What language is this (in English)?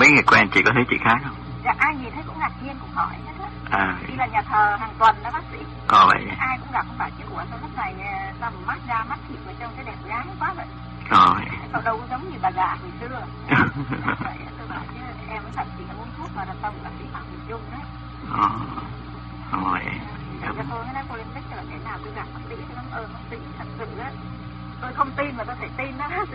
Vietnamese